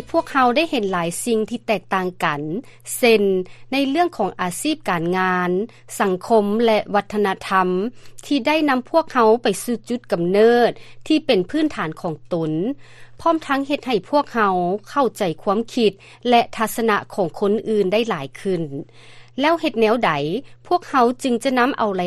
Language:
Lao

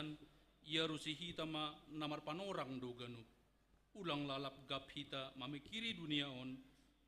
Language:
Batak Simalungun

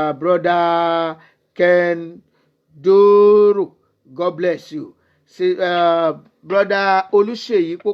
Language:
Yoruba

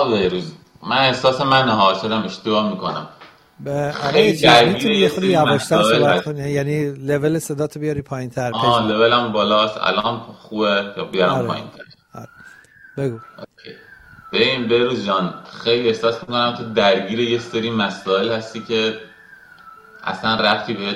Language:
Persian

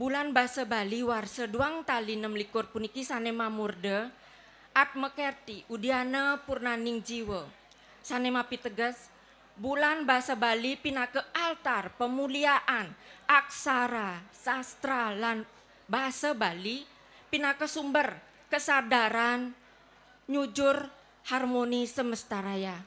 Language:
Balinese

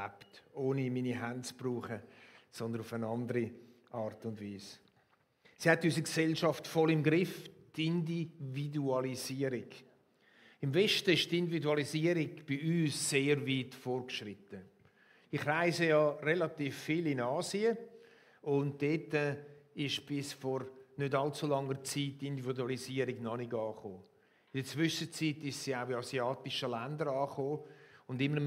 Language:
Swiss German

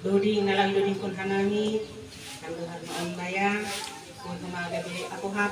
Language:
Batak Simalungun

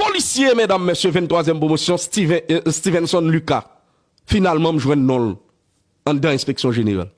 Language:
Haitian Creole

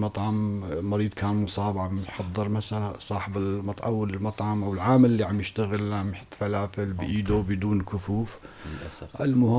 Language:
North Levantine Arabic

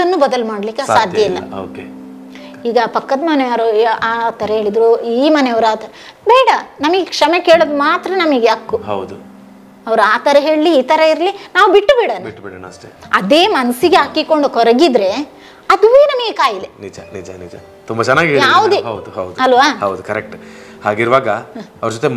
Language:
Kannada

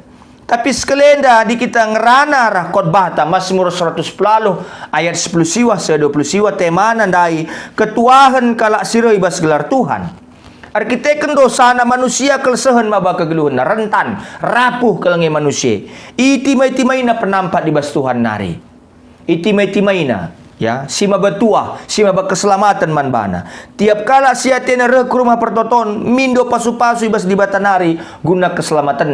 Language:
Batak Karo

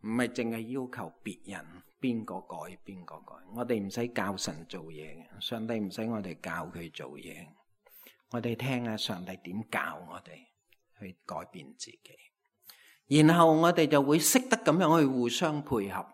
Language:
Cantonese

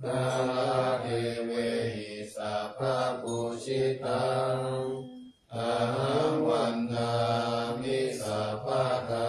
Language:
Pali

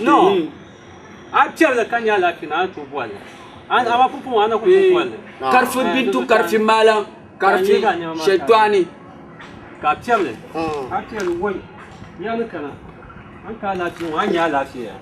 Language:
Dagbani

